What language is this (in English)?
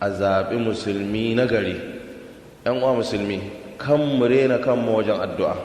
Hausa